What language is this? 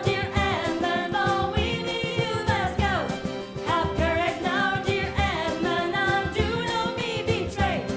Breton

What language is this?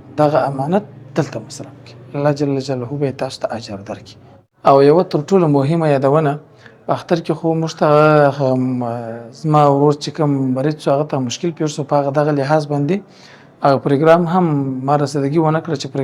Pashto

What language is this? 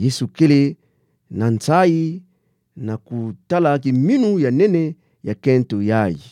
Kituba (Democratic Republic of Congo)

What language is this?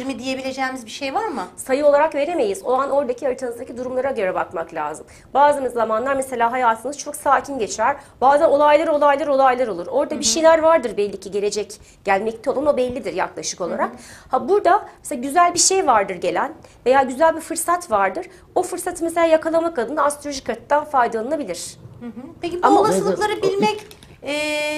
Turkish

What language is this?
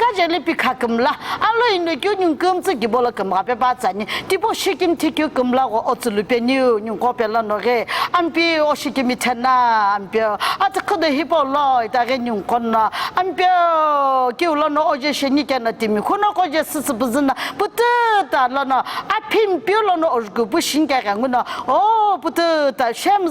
Sumi Naga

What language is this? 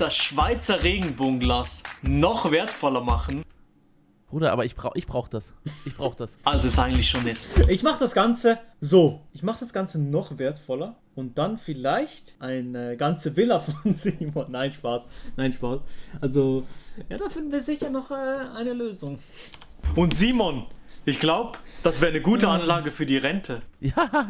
Swiss German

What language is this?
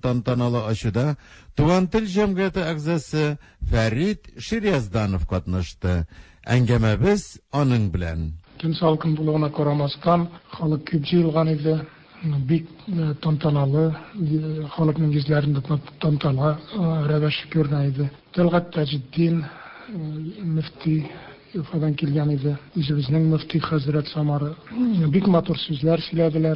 Tatar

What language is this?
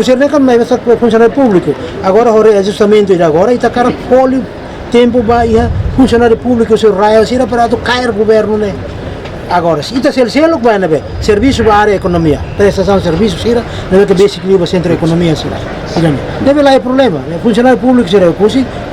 Tetum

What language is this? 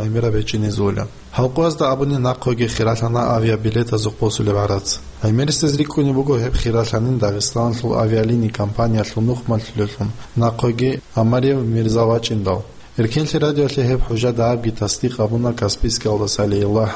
Avaric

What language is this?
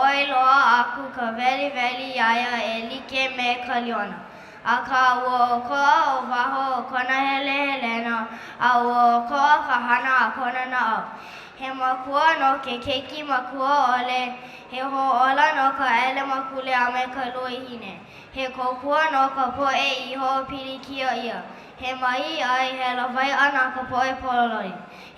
Hawaiian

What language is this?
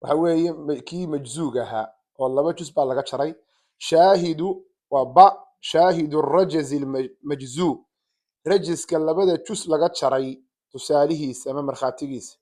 Somali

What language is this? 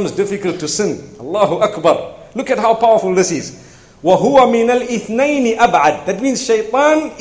English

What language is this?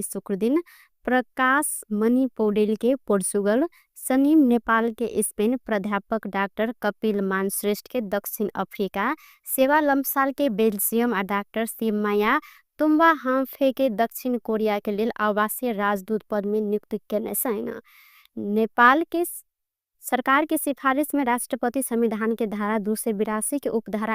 Maithili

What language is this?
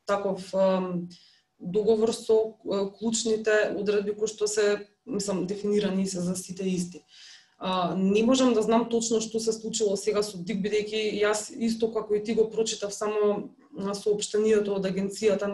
Macedonian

